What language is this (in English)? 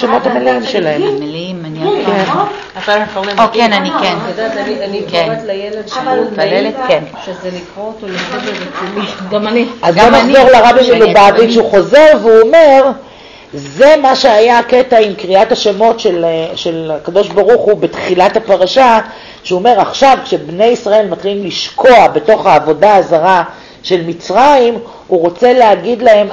Hebrew